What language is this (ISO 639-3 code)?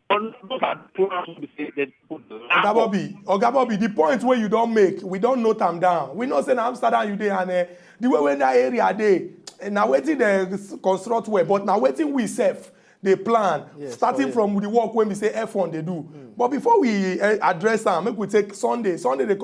pcm